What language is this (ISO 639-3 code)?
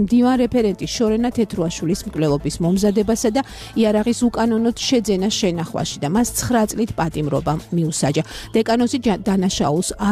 kat